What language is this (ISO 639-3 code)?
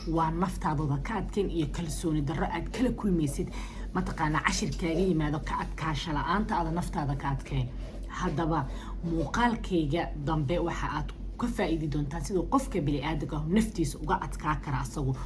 som